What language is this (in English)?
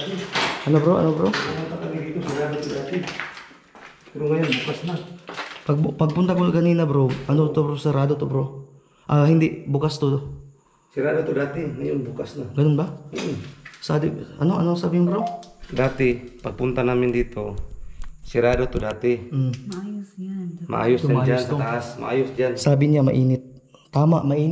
Filipino